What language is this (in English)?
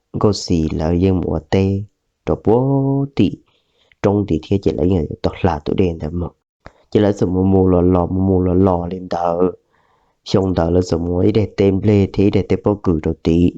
Hmong